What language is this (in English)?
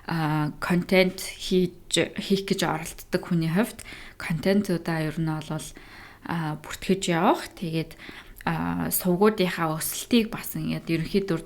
Mongolian